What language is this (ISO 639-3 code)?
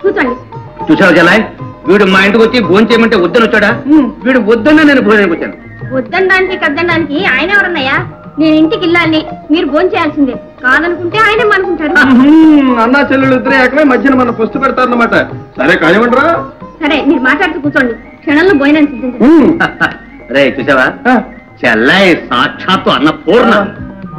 tel